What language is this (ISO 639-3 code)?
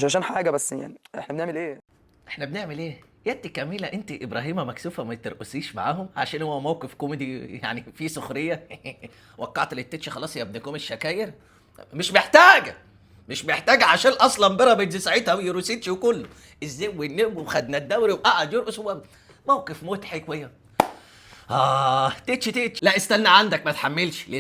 arz